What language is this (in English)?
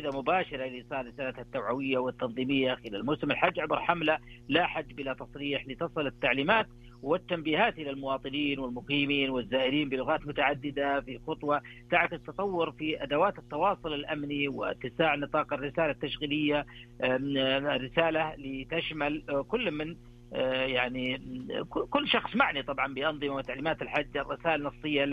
Arabic